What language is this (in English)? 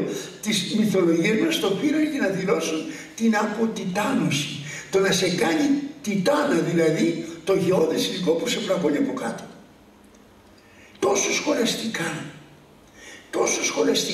Greek